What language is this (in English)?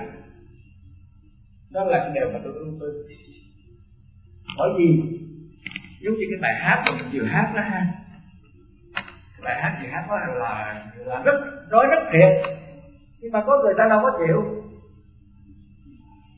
Vietnamese